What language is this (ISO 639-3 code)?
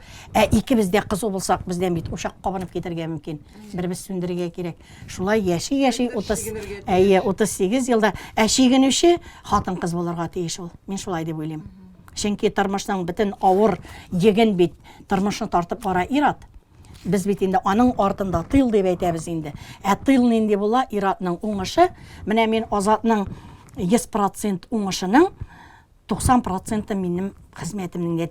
tat